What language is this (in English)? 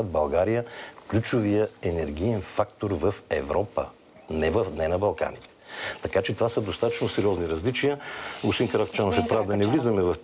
Bulgarian